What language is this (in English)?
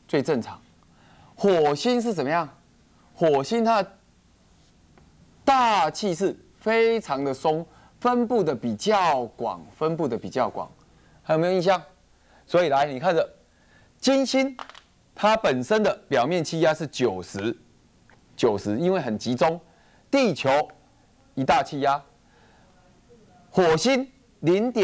Chinese